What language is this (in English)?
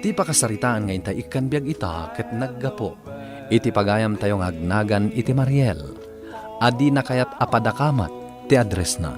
Iloko